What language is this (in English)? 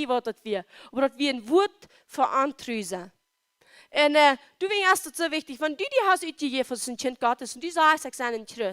Plautdietsch